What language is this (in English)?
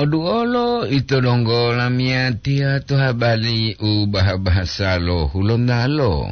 Gorontalo